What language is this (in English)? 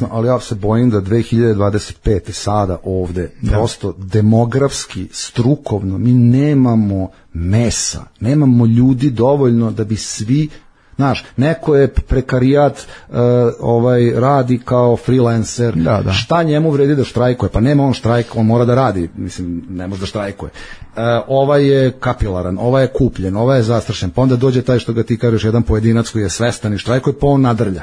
Serbian